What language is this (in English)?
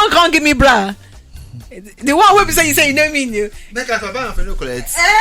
Nigerian Pidgin